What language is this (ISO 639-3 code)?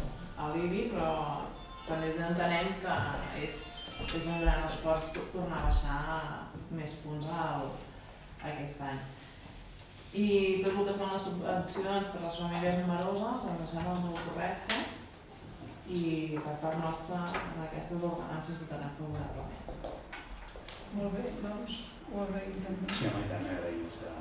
cat